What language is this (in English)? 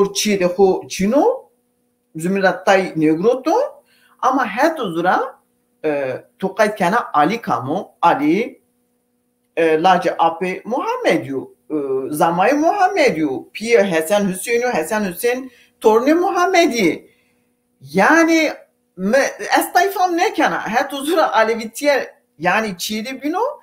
Zaza